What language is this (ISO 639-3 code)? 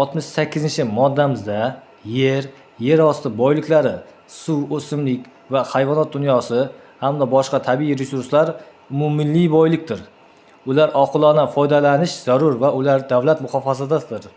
uzb